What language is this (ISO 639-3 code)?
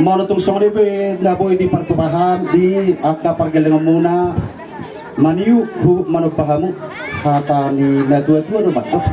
bbc